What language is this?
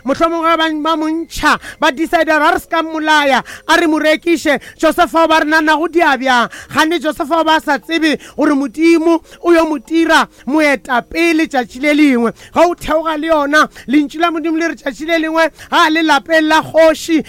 Northern Sotho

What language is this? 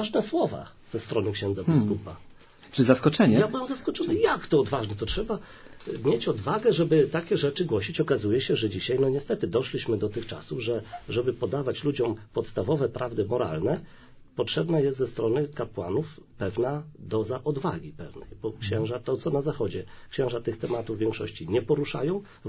Polish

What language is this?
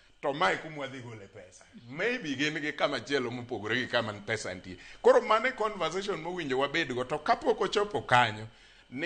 Luo (Kenya and Tanzania)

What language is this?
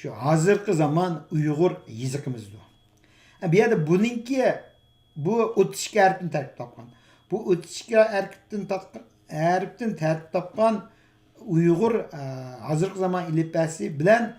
Uyghur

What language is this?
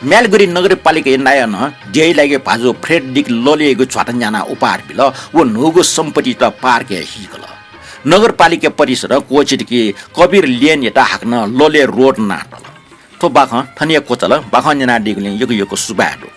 Newari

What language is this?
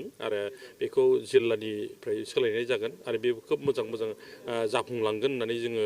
Bodo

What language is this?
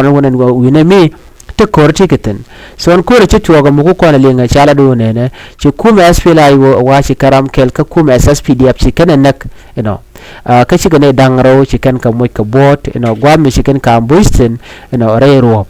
Nuer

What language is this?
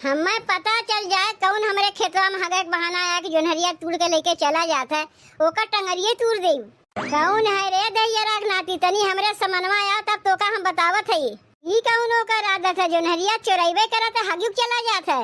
Awadhi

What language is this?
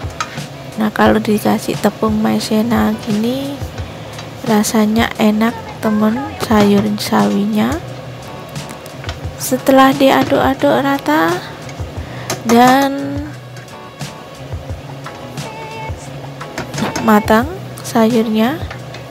Indonesian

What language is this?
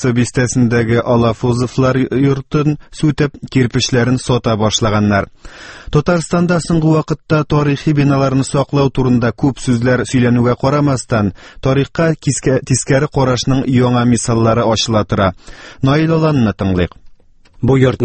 Tatar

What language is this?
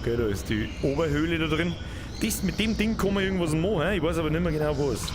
Bavarian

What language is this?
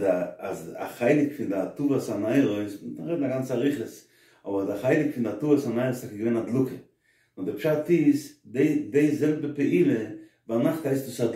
Yiddish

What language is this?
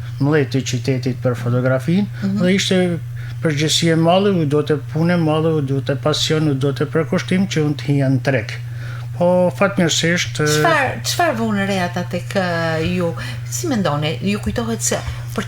Albanian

